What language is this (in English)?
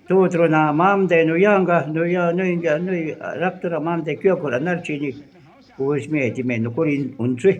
Shuar